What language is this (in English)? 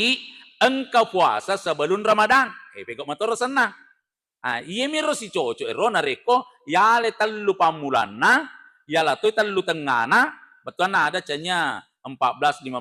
Buginese